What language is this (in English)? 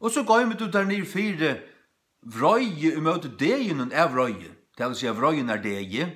Faroese